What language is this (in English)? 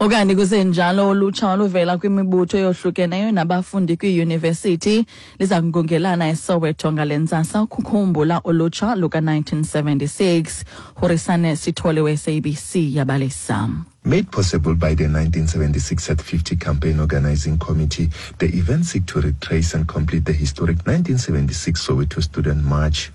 Xhosa